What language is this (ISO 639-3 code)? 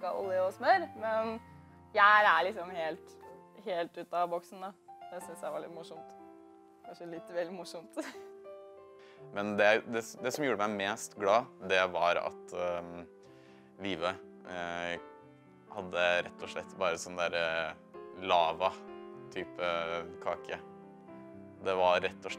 nor